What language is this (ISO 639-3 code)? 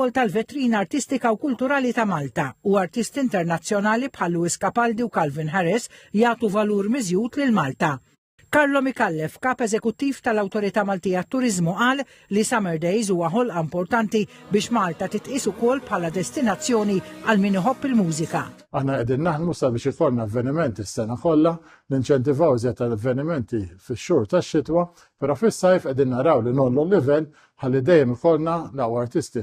mlt